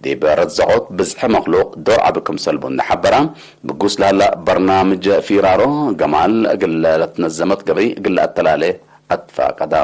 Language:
Tigre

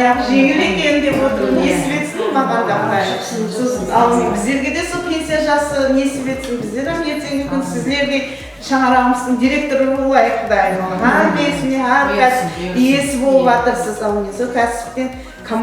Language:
Kara-Kalpak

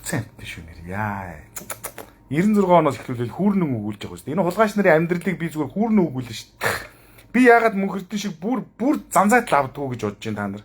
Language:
Mongolian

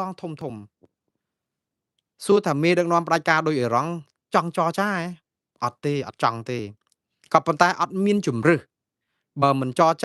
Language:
Khmer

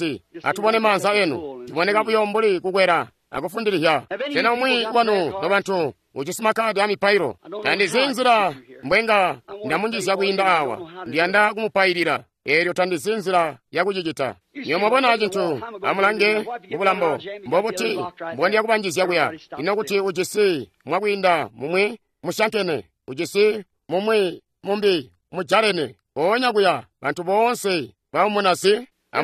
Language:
Tonga (Zambia)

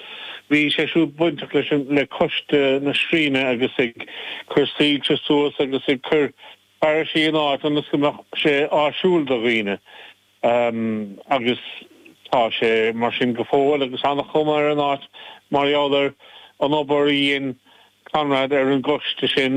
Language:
Irish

